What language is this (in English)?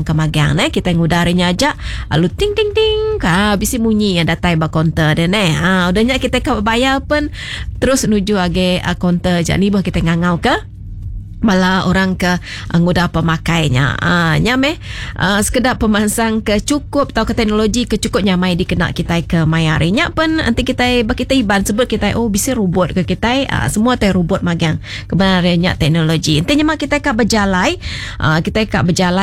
Iban